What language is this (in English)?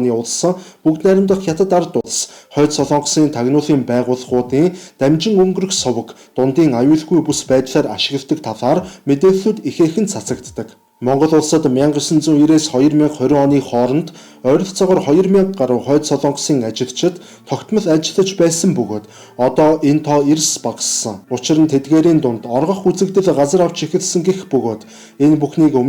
Mongolian